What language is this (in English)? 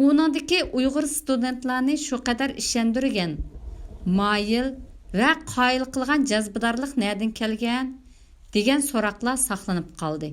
Uyghur